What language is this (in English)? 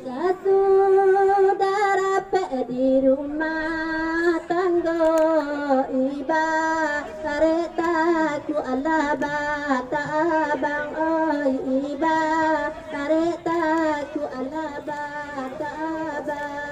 Minangkabau